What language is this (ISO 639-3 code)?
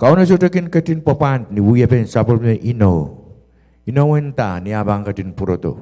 pon